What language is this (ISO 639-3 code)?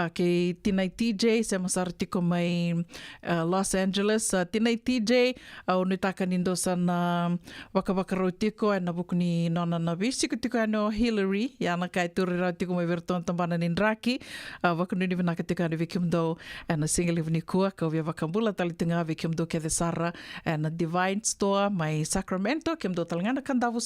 fij